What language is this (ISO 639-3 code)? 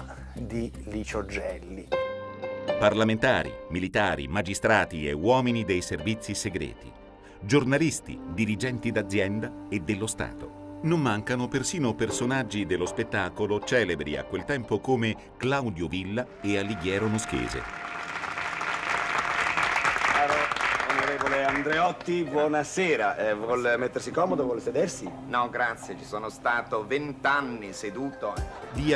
ita